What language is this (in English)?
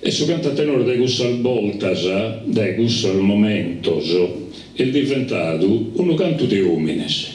Sardinian